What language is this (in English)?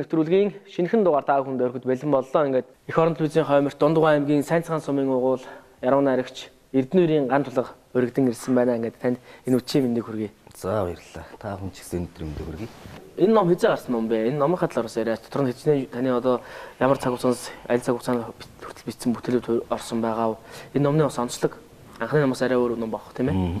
Mongolian